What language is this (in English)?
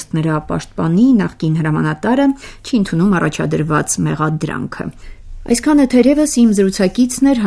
Armenian